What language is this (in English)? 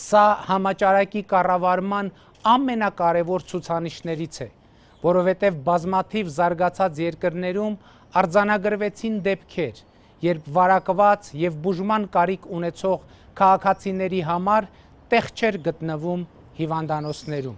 Armenian